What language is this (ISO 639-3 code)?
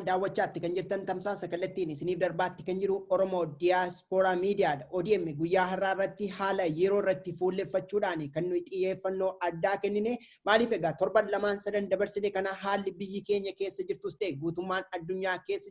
orm